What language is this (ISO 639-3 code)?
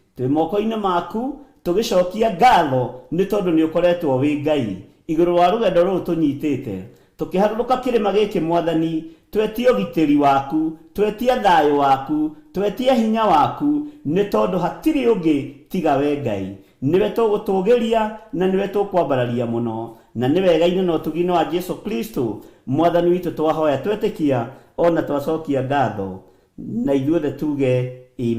kik